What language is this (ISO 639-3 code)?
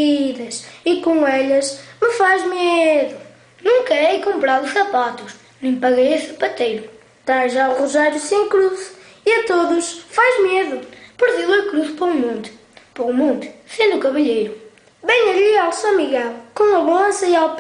mwl